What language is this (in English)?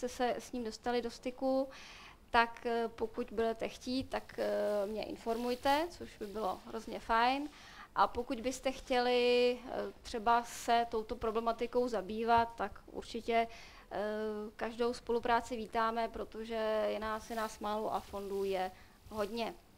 Czech